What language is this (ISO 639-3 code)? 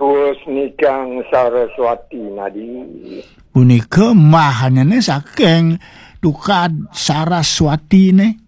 ban